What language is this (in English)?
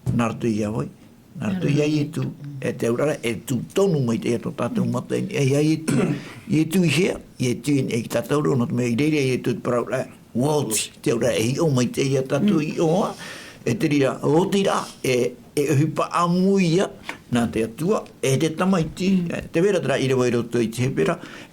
Tahitian